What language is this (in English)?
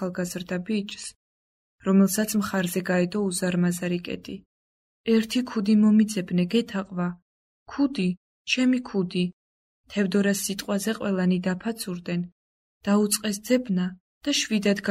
Georgian